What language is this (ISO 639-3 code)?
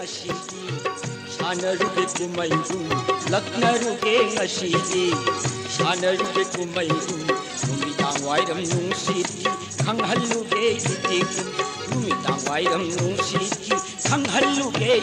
mni